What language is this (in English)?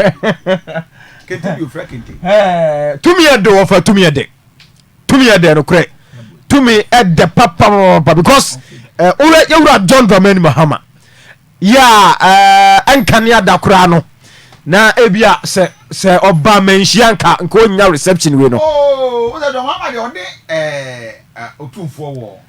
Akan